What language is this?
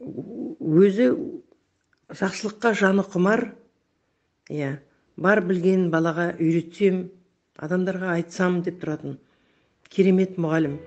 Kazakh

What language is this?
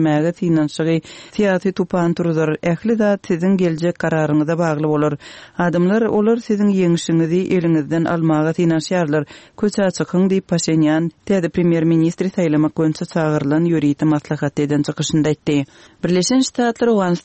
Turkmen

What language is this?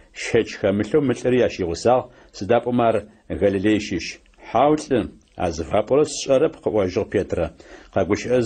Adyghe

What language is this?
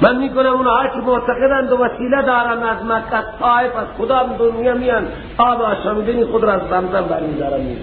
Persian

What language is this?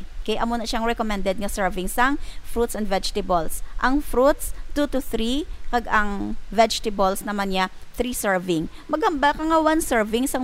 Hiligaynon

